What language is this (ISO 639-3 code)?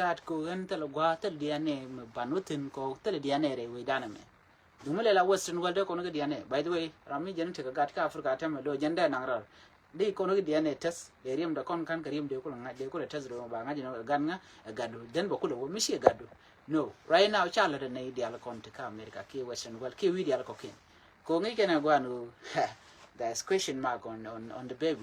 nus